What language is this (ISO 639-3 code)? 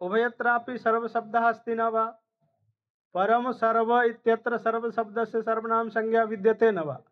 san